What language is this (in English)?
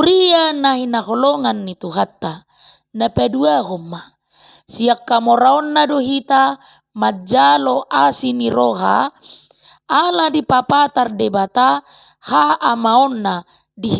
Batak Toba